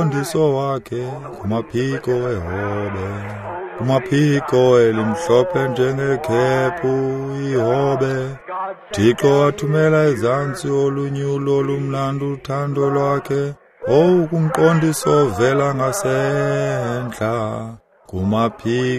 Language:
Xhosa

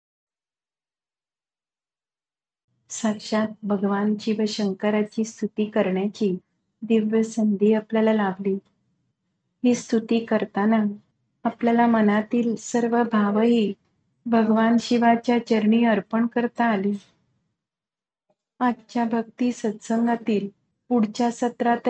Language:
Marathi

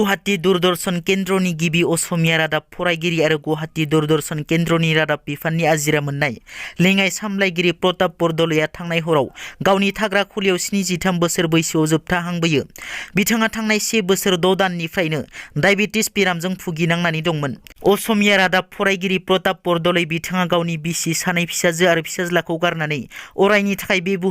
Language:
Bodo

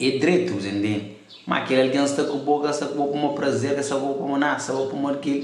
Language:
Kabuverdianu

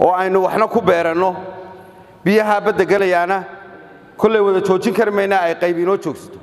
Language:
Somali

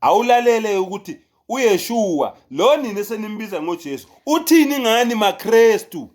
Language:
Zulu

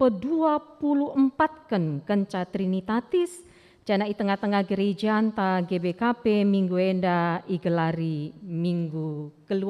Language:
Batak Karo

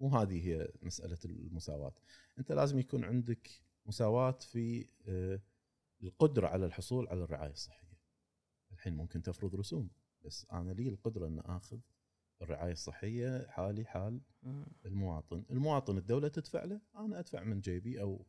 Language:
Gulf Arabic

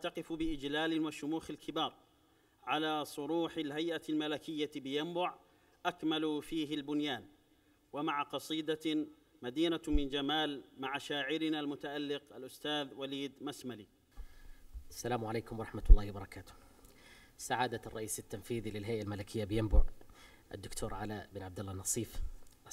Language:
Arabic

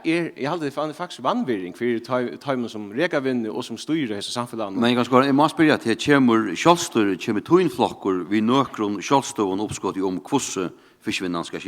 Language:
Faroese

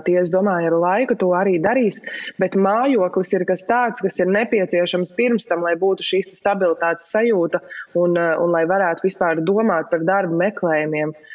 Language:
Latvian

